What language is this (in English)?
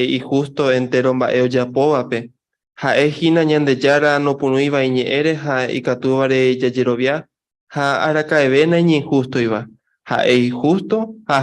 Guarani